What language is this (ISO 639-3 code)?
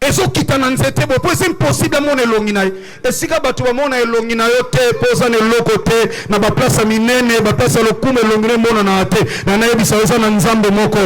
lin